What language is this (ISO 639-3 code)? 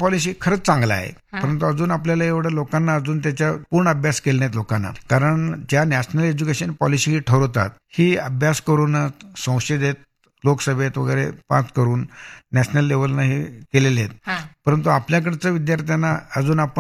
mar